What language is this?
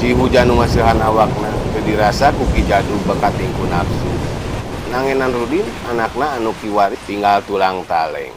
Sundanese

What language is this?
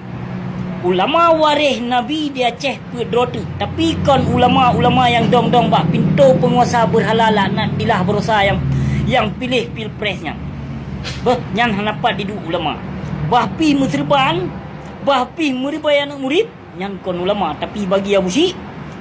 Achinese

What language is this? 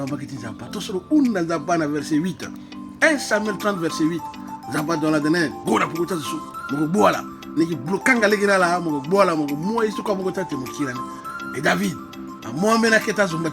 Sango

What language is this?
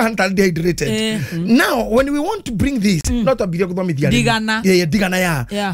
Kikuyu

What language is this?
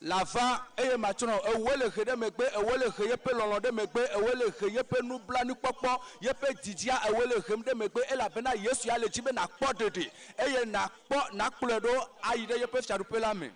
Ewe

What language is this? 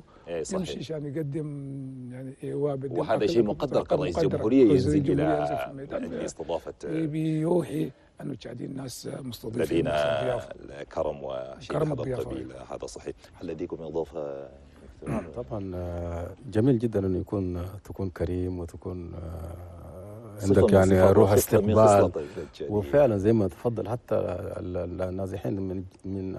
Chadian Arabic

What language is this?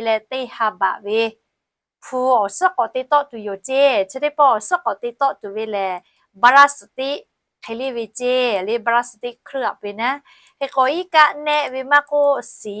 Lahu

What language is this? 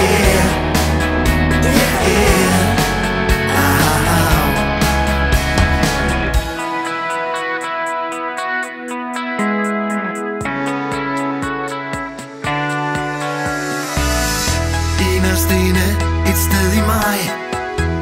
Danish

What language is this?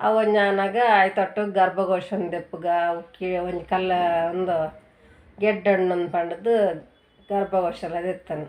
Tulu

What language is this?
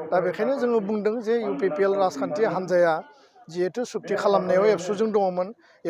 Bodo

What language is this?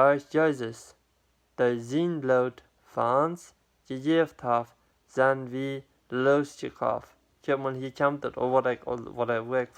Plautdietsch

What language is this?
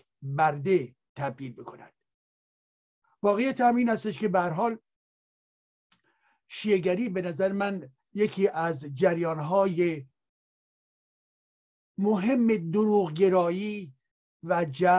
Persian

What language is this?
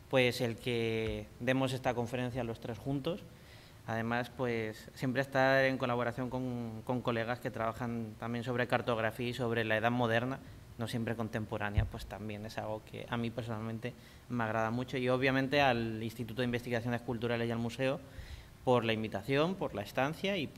Spanish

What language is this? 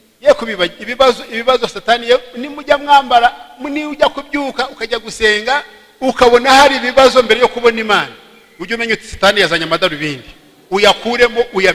Kinyarwanda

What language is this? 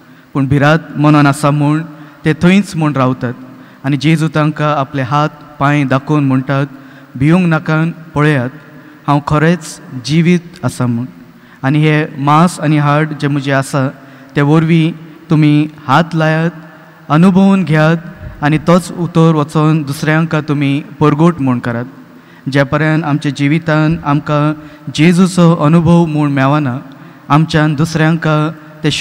Konkani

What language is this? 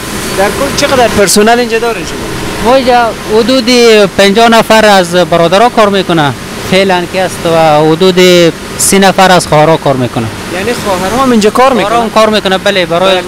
Persian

